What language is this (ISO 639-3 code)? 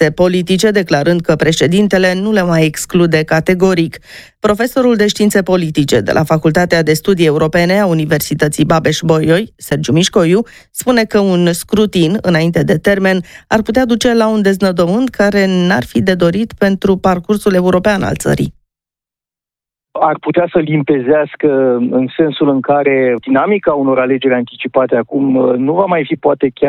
ron